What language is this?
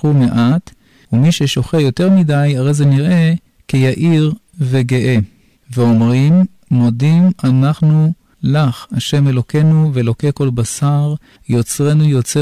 Hebrew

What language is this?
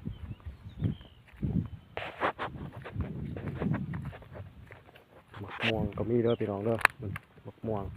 Lao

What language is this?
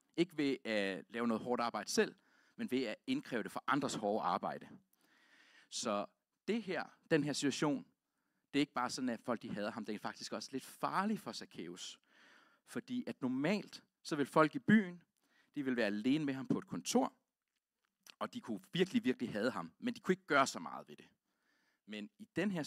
Danish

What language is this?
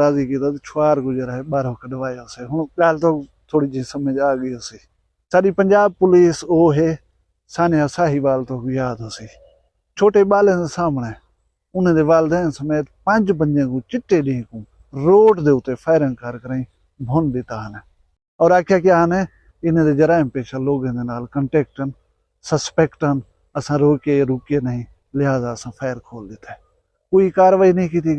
Saraiki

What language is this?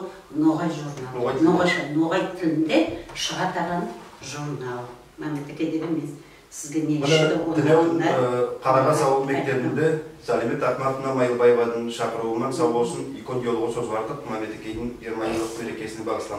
Nogai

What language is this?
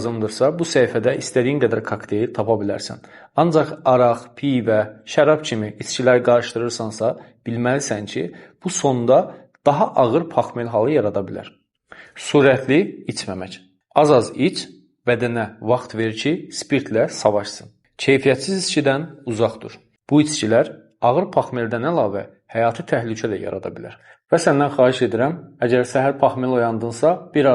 Azerbaijani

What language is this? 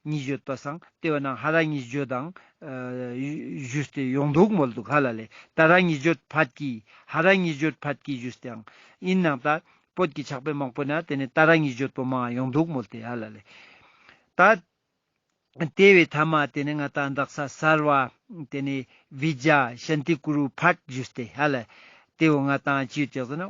Ladakhi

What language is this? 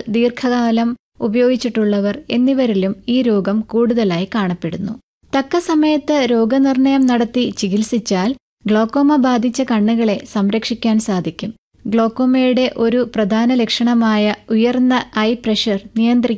Malayalam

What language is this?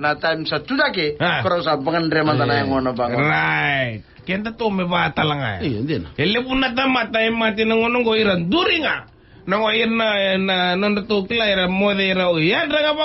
Fijian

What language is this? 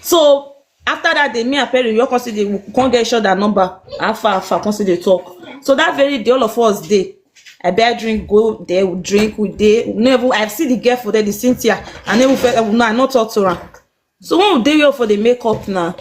Nigerian Pidgin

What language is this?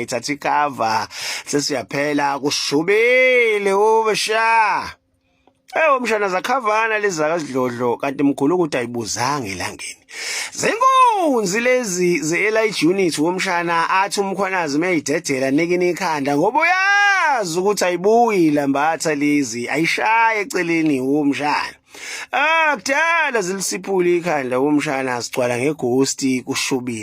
Zulu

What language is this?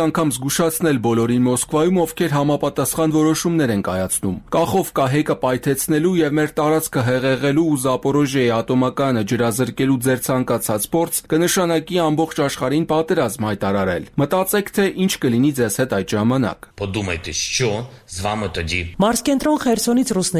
Armenian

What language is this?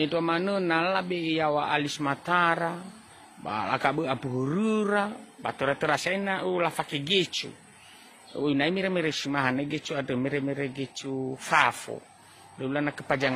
Nias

